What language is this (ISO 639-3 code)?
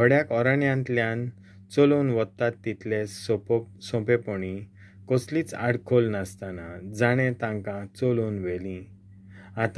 kok